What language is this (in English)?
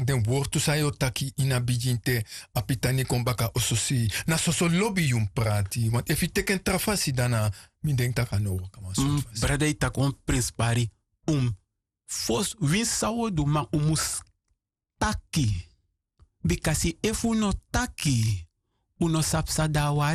Sranan Tongo